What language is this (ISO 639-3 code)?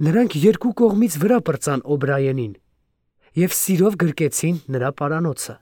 hye